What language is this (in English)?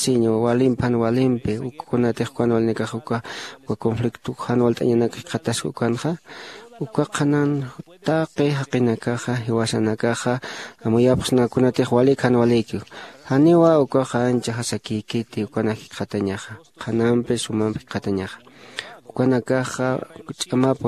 Aymara